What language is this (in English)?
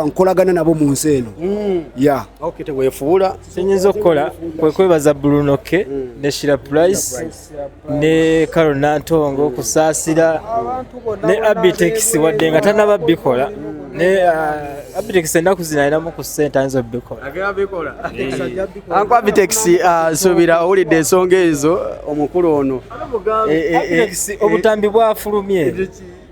Ganda